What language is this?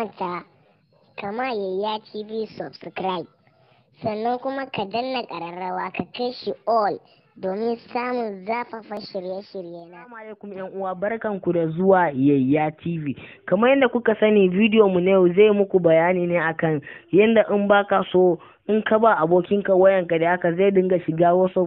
Hausa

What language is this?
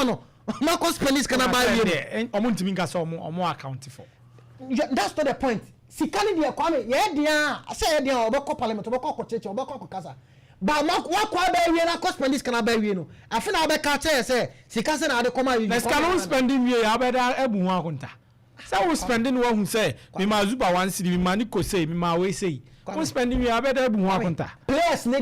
Akan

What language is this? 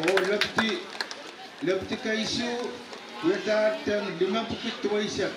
Pohnpeian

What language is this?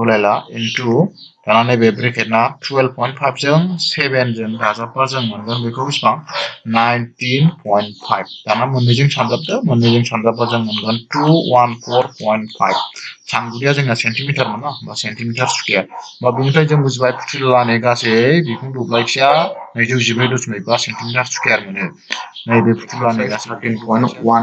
Bodo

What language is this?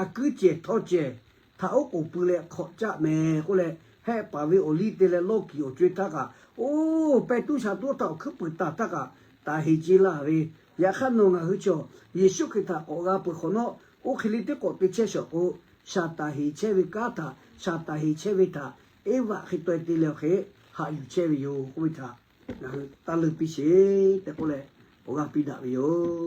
Lahu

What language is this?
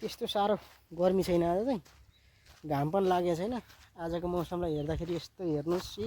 Nepali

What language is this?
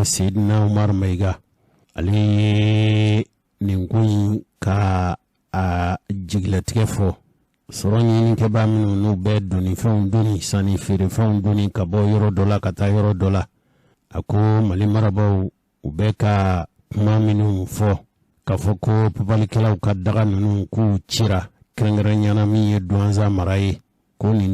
Bambara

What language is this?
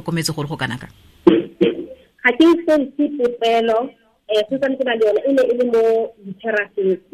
Tswana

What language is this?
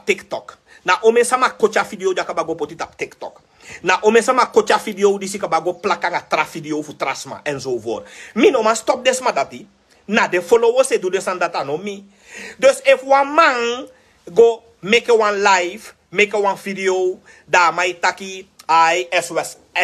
Sranan Tongo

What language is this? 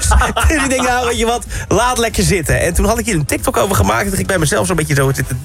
Dutch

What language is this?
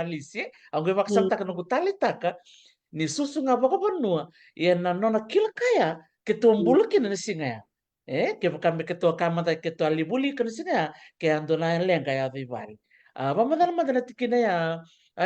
Fijian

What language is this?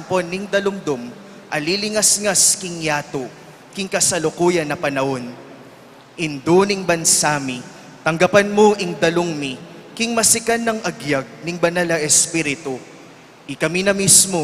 Pampanga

